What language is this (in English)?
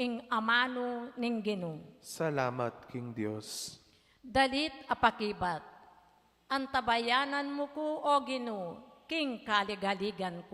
Pampanga